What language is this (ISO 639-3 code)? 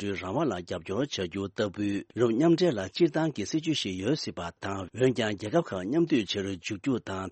bod